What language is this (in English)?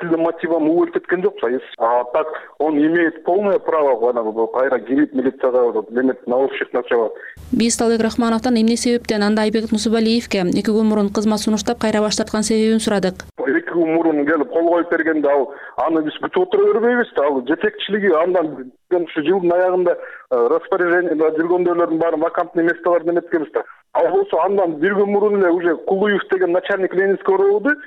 Kyrgyz